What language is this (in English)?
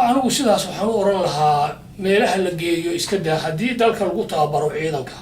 Somali